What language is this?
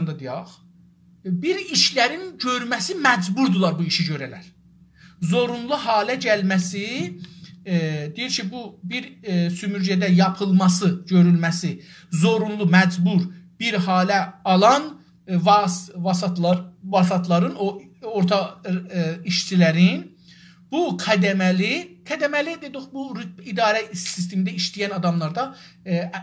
South Azerbaijani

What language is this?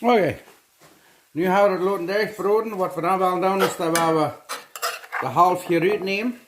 Plautdietsch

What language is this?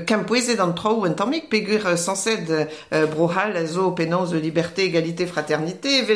Breton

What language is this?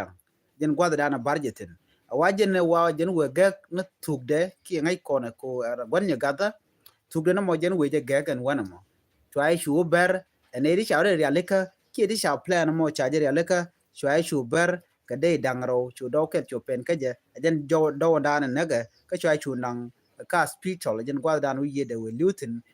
Nuer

